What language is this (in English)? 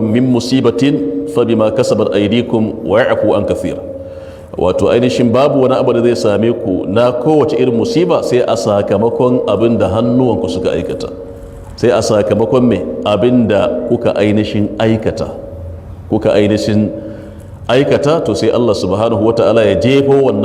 Hausa